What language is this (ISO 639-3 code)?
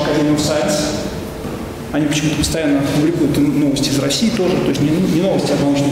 rus